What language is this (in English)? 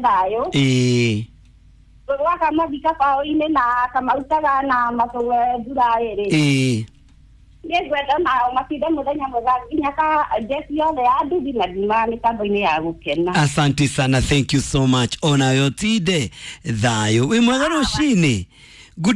Kikuyu